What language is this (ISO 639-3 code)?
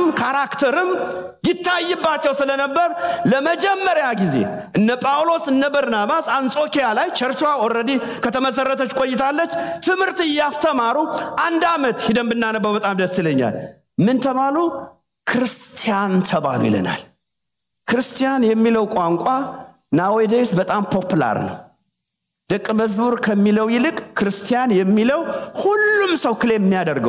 amh